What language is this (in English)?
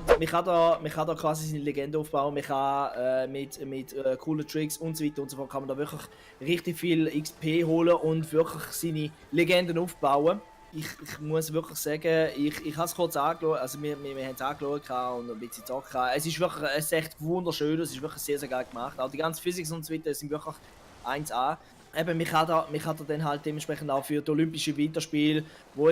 Swiss German